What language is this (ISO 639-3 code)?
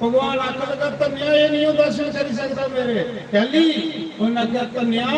doi